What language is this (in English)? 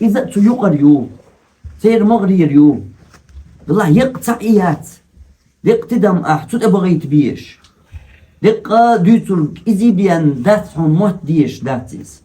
Chechen